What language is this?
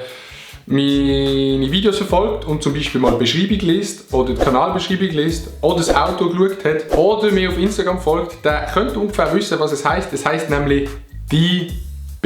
Swiss German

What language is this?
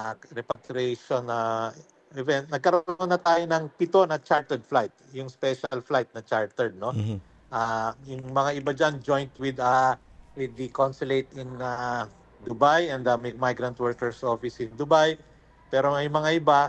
Filipino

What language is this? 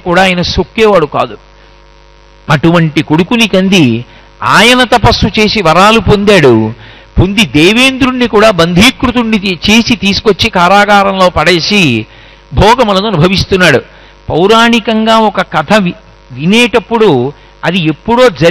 Telugu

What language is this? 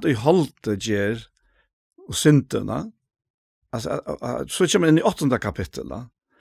Faroese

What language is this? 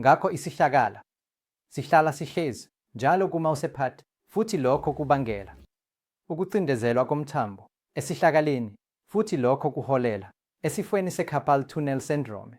Zulu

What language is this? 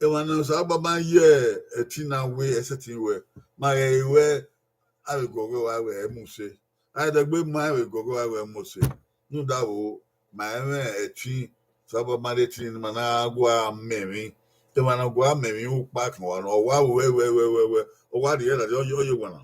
Bini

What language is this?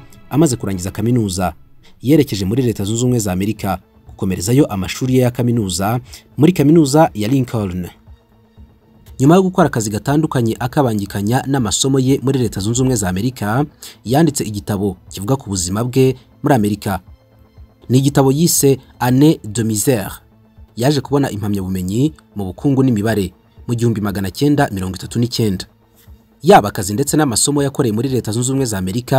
Kinyarwanda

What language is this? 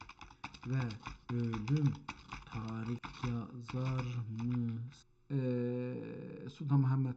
South Azerbaijani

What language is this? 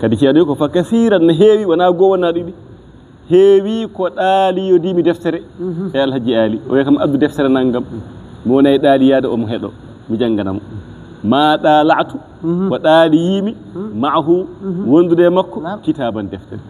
Fula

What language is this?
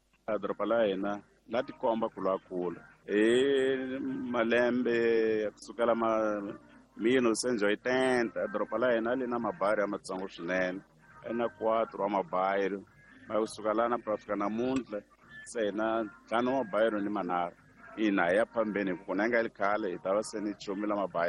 Tsonga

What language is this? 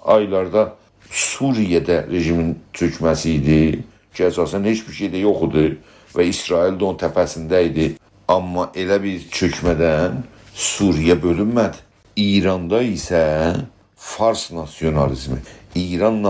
South Azerbaijani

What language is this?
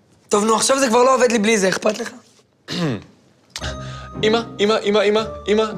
Hebrew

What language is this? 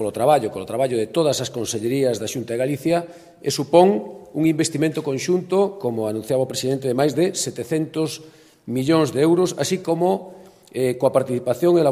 Galician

